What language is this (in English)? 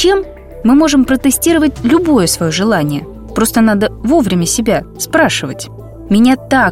Russian